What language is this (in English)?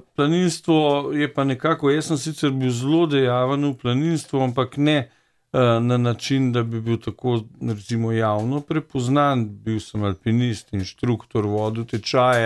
Slovenian